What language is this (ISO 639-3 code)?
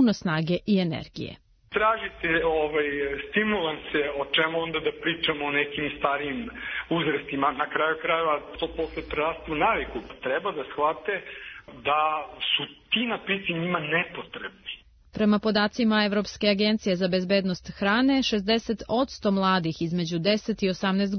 srp